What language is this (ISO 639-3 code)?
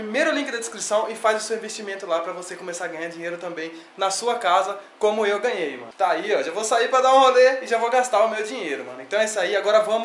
por